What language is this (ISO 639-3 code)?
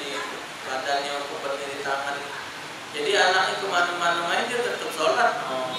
mui